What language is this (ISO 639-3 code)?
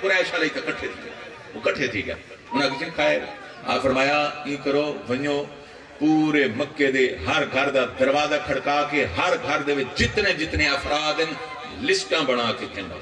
skr